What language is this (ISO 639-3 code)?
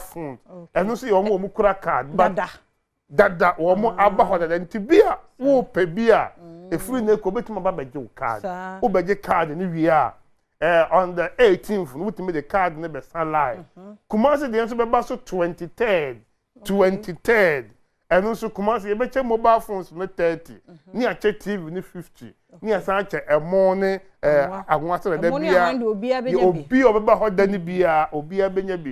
aka